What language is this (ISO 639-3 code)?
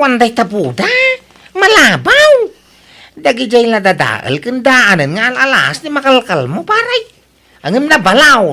ilo